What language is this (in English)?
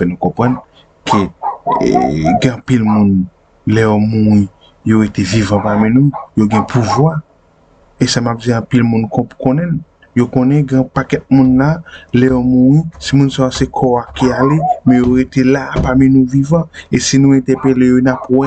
Haitian Creole